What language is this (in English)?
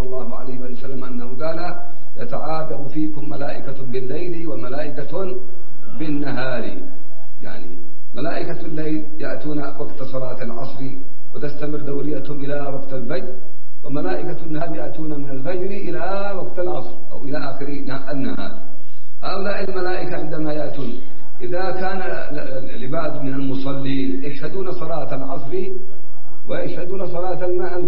Arabic